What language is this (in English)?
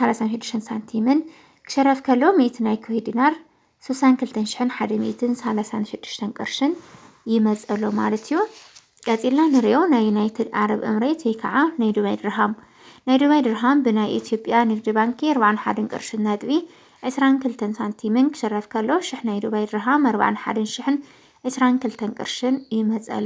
Tigrinya